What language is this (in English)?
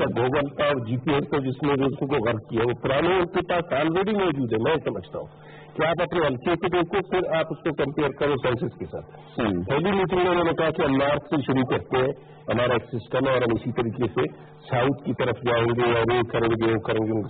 Urdu